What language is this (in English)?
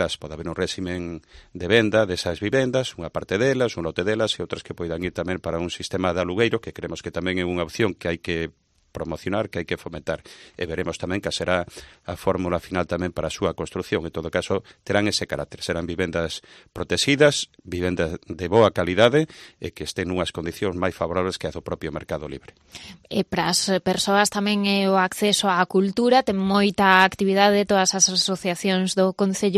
Galician